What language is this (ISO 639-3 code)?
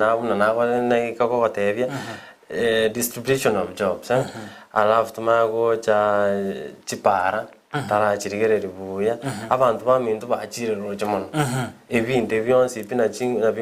guz